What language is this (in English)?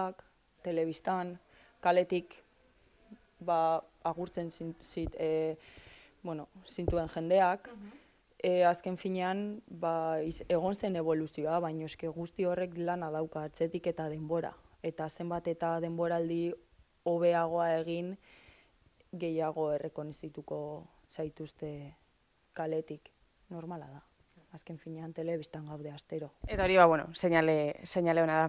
Basque